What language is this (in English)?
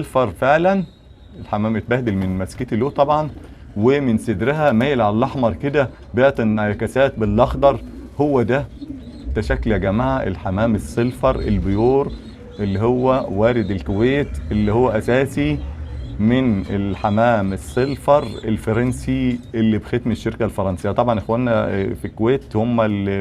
Egyptian Arabic